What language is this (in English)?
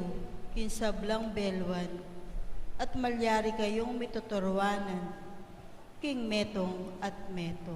Pampanga